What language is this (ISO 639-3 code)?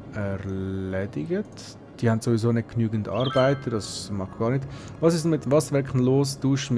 gsw